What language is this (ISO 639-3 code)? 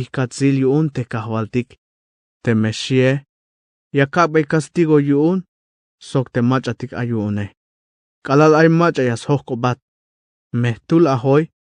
tzh